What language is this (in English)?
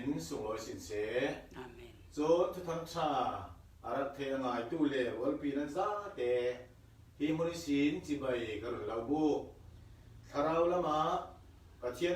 Falam Chin